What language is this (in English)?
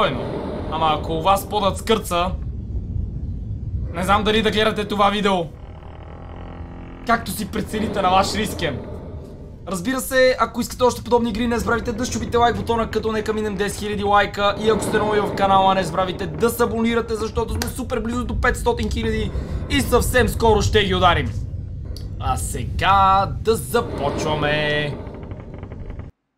Bulgarian